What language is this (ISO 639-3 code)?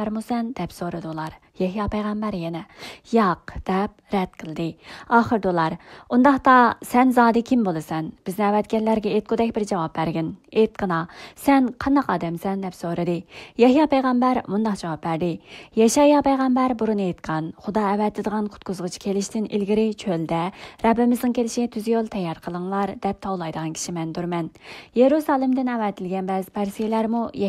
uig